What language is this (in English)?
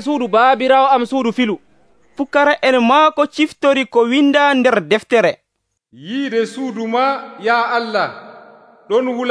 Nigerian Fulfulde